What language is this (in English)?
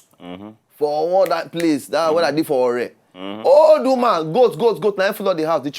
Nigerian Pidgin